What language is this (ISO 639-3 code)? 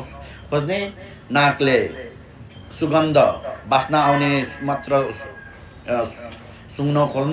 nep